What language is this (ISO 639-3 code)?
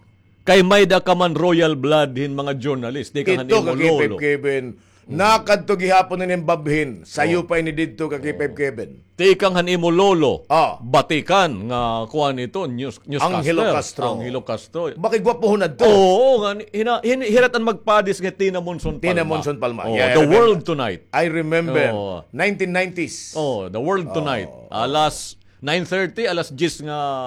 war